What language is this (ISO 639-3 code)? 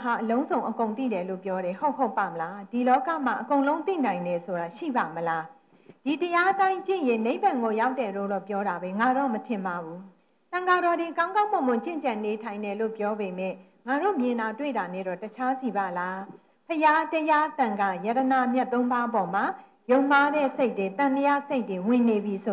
mya